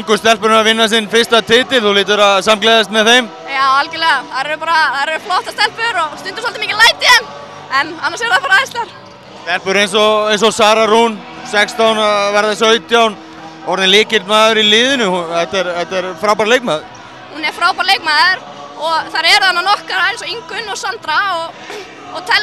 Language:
Icelandic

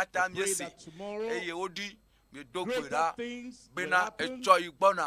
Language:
Ewe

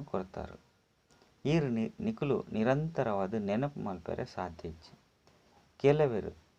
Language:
Tulu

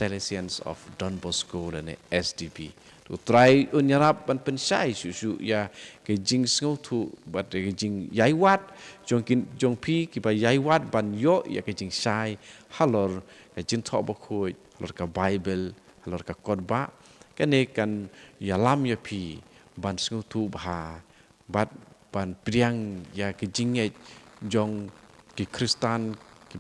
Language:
Khasi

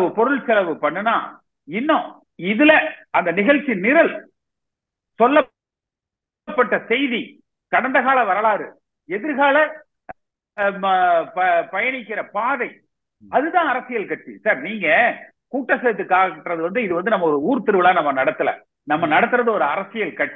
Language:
Tamil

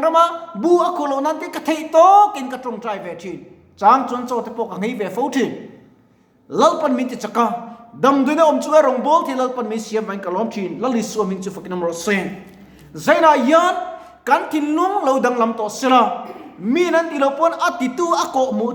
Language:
Mizo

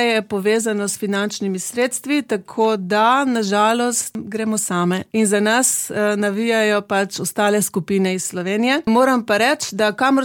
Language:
Slovenian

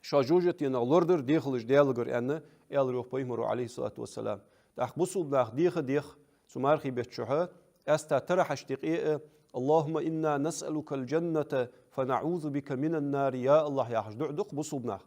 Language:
Ingush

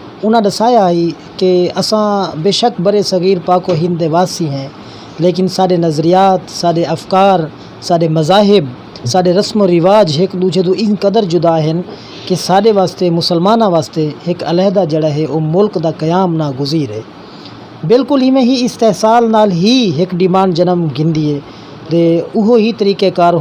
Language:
Saraiki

